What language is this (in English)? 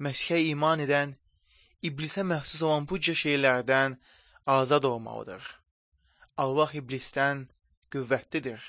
Azerbaijani